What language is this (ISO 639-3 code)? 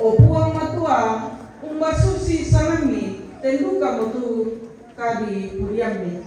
sda